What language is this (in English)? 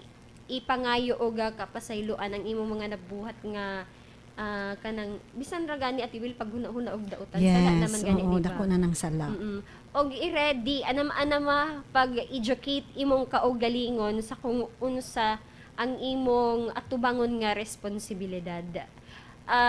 Cebuano